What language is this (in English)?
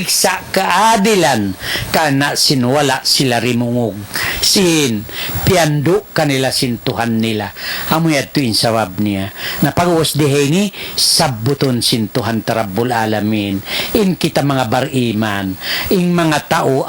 Tausug